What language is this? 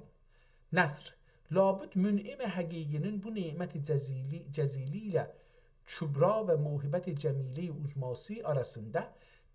South Azerbaijani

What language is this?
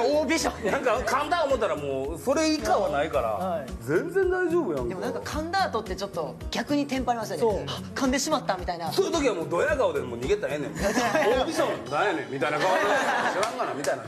Japanese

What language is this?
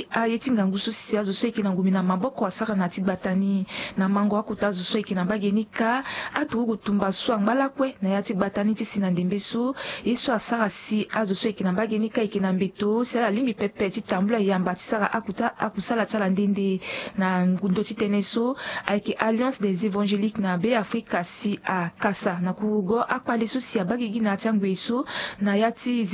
Sango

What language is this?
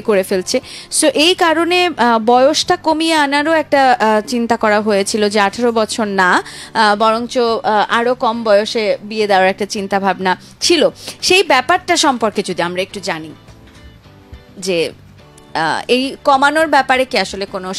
Bangla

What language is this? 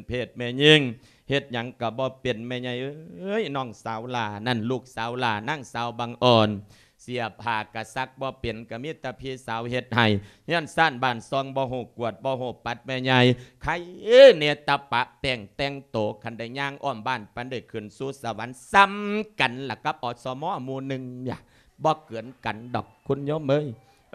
Lao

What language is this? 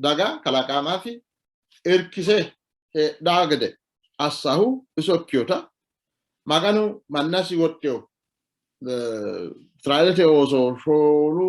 Sidamo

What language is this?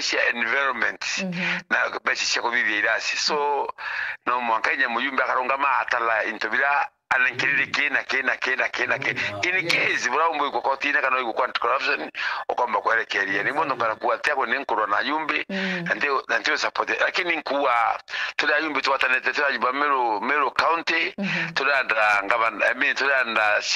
Meru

